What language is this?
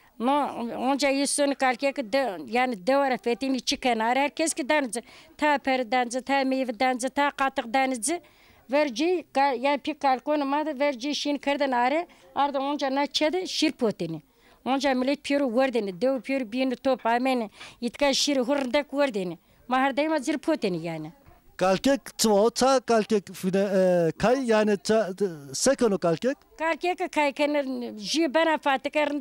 Zaza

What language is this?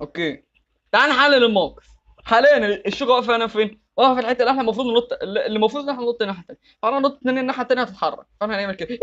Egyptian Arabic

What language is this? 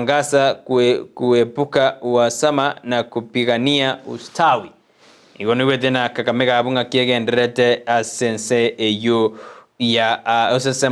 Gusii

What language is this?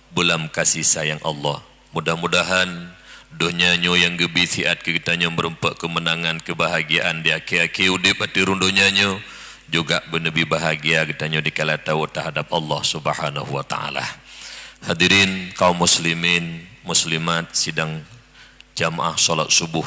Achinese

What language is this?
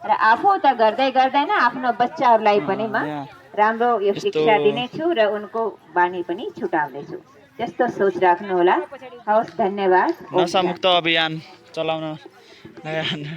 Nepali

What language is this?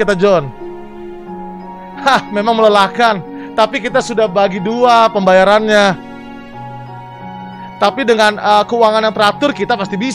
Indonesian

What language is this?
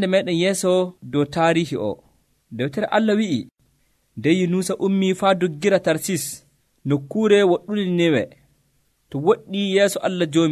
Nigerian Fulfulde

